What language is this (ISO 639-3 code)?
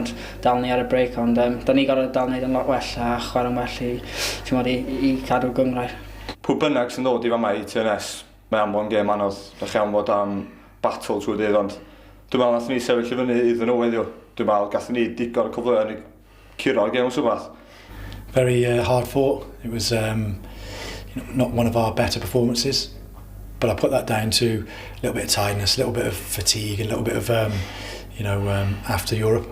cym